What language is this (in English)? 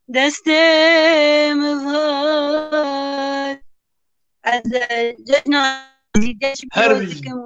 Kurdish